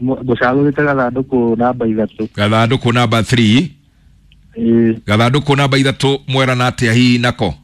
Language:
Kikuyu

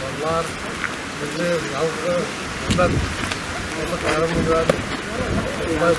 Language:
Bashkir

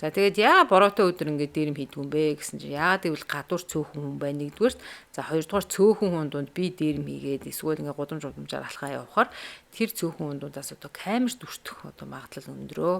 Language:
Mongolian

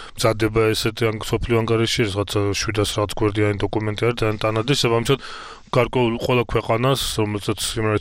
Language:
Georgian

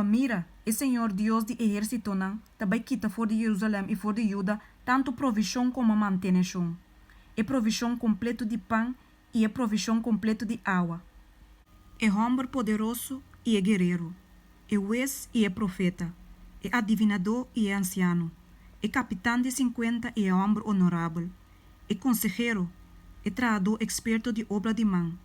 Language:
Papiamento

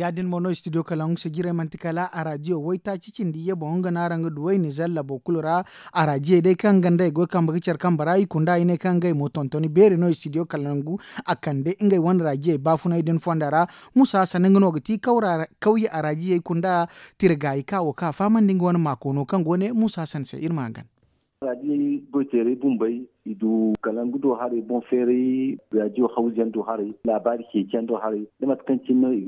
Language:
Zarma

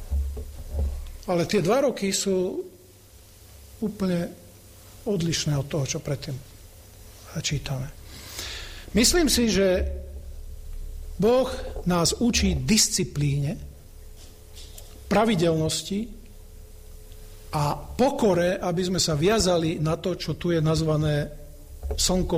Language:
Slovak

